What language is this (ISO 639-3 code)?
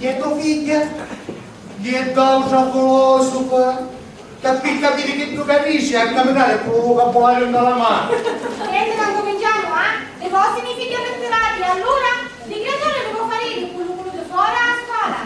scn